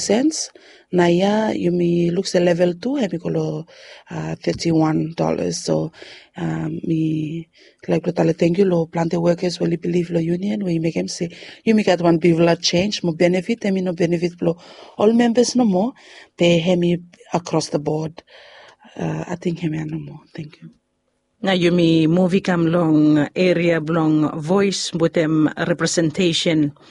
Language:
Bislama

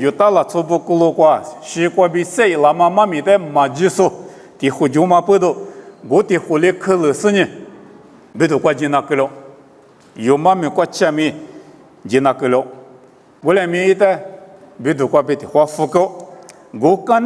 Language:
Lisu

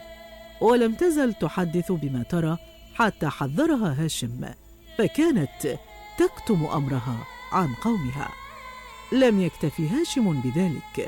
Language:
Arabic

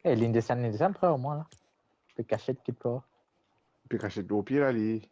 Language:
Morisyen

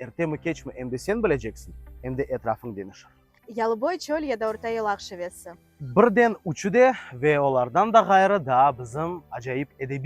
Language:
Crimean Tatar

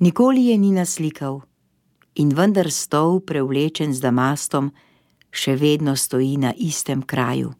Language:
Slovenian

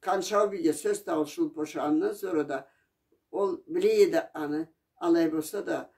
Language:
Karachay-Balkar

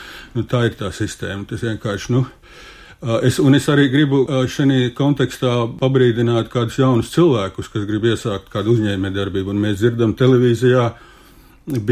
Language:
Latvian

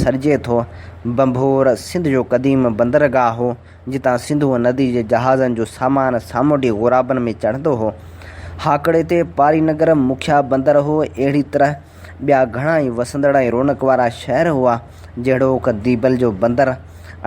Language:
Sindhi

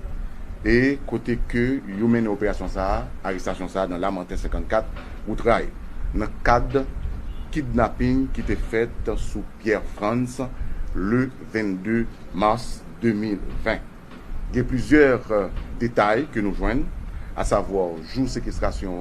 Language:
Haitian Creole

